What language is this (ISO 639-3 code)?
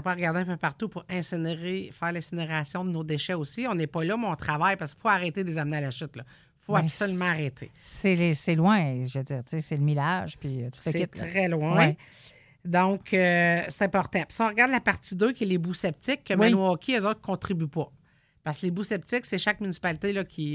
fra